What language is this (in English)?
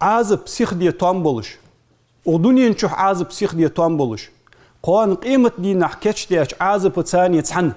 Ingush